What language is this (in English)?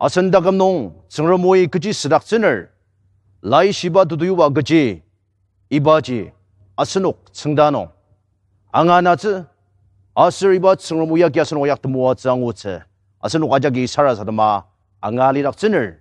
Ao Naga